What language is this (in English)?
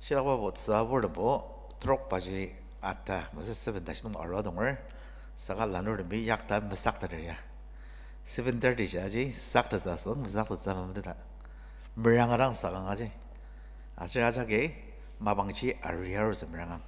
Ao Naga